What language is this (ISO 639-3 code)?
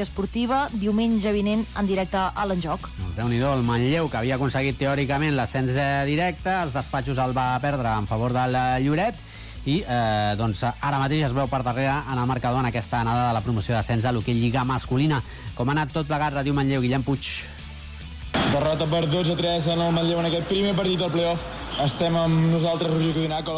cat